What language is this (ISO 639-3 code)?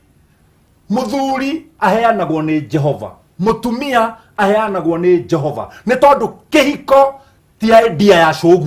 kik